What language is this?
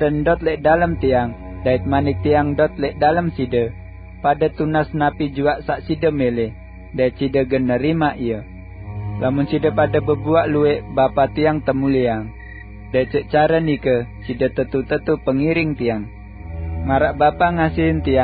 Sasak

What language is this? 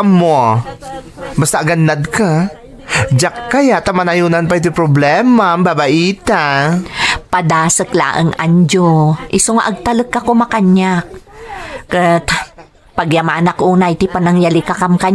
Iloko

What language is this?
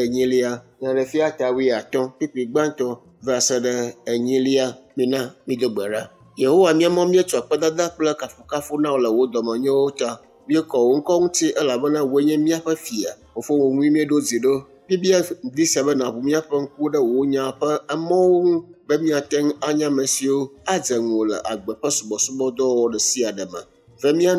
Ewe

